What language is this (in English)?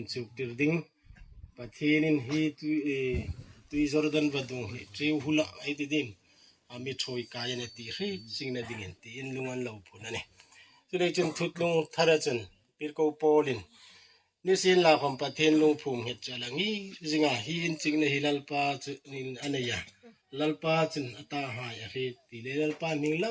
Hmar